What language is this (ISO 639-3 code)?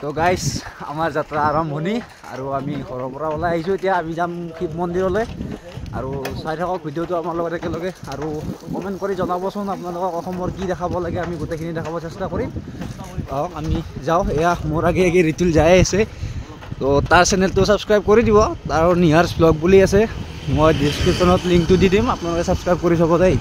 asm